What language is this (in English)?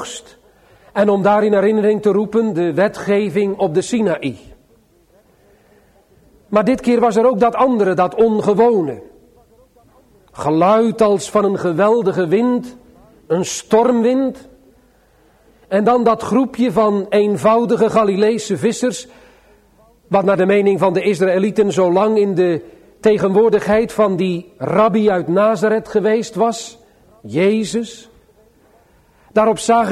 Dutch